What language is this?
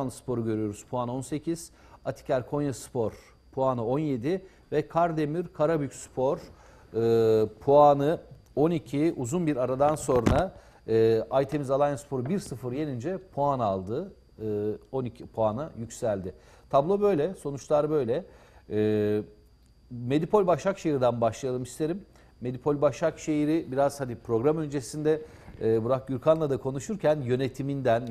Turkish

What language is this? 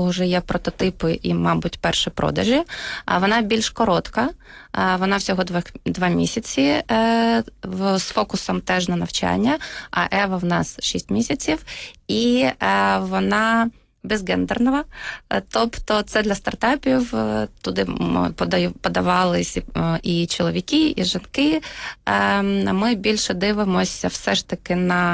Ukrainian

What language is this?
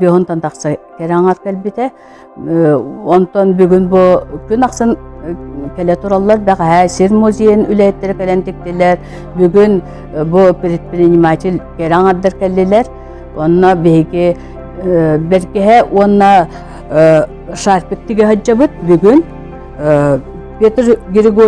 Yakut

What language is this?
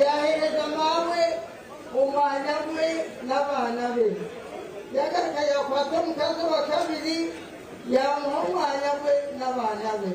Nyankole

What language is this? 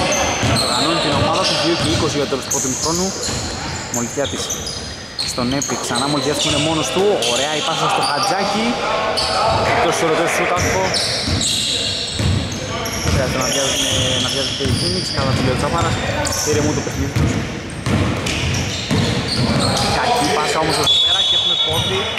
Greek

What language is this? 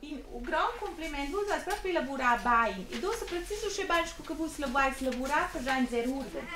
Romansh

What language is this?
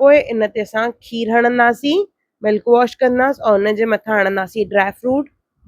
Sindhi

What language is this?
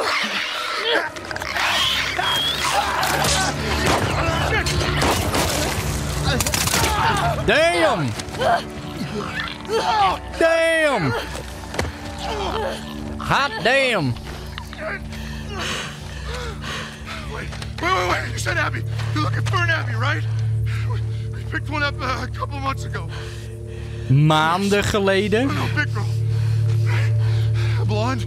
Dutch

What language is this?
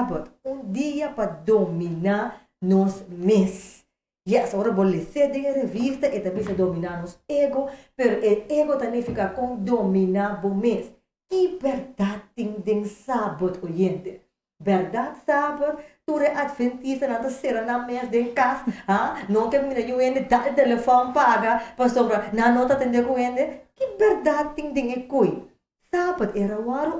Papiamento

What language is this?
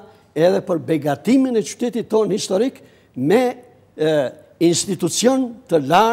Albanian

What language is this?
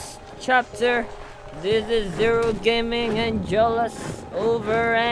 Filipino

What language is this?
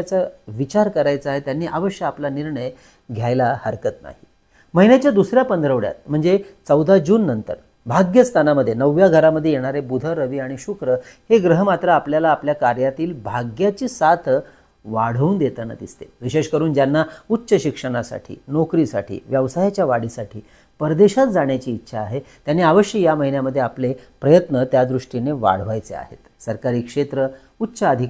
Marathi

